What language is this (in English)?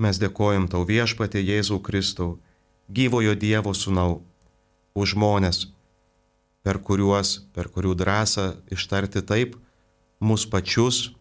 Lithuanian